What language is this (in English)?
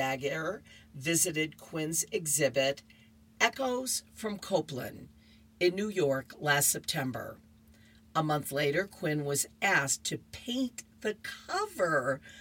English